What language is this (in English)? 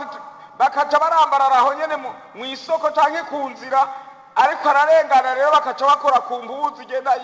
Rundi